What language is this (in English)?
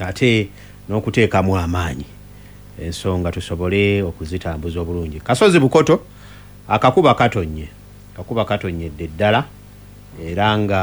Ganda